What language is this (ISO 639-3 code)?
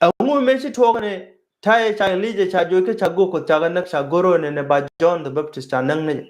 nus